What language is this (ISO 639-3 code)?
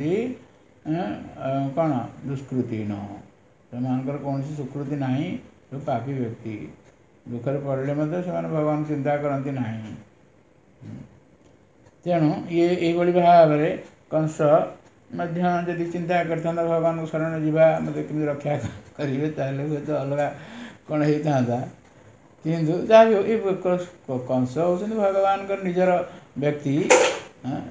ori